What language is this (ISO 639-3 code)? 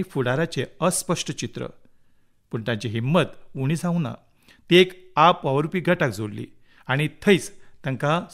kok